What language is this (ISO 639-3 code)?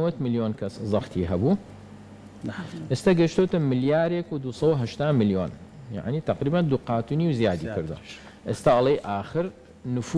ckb